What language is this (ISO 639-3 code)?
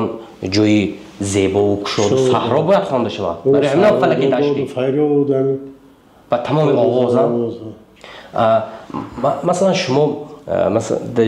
tgk